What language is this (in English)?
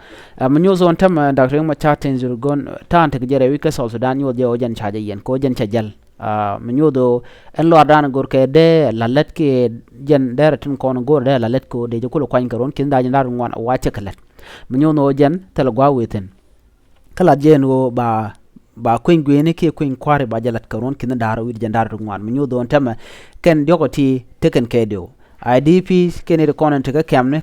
Nuer